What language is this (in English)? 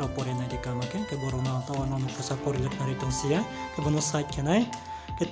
Riang (India)